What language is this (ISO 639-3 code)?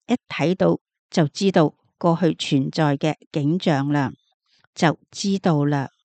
yue